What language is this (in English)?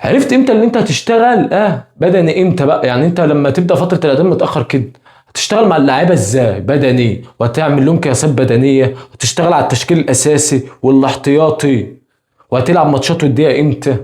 Egyptian Arabic